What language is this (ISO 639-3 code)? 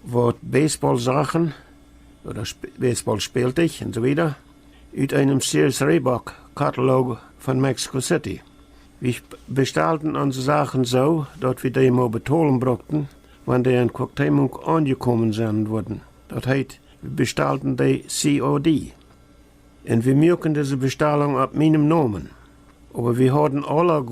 pdt